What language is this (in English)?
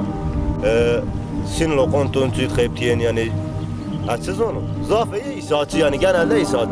Zaza